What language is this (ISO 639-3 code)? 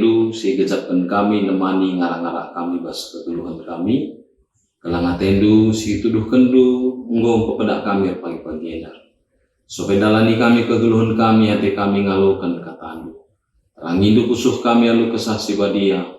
btx